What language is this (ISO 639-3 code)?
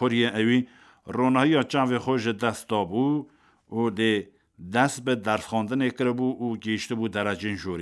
kur